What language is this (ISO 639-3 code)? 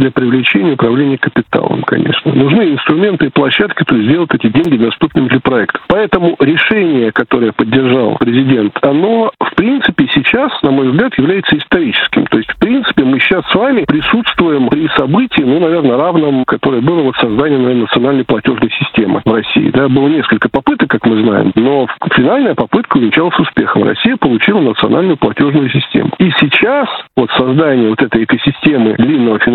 rus